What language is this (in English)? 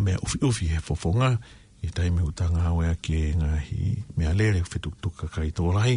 Tongan